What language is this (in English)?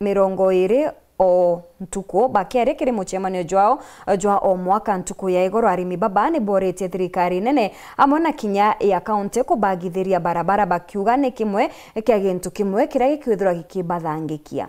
Meru